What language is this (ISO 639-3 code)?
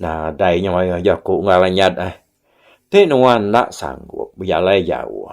iba